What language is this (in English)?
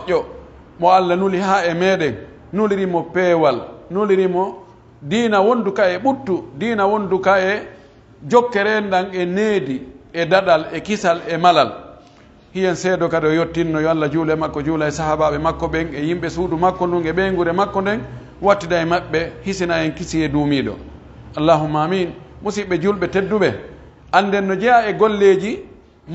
Pular